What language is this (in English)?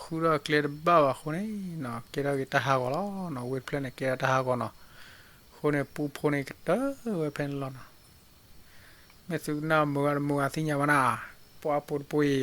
S'gaw Karen